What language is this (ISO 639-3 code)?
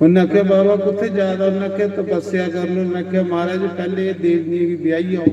doi